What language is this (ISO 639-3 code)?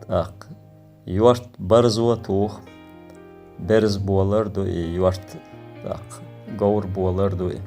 che